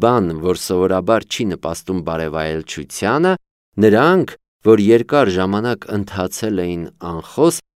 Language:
Armenian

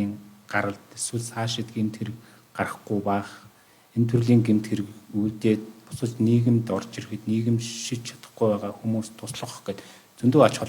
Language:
Mongolian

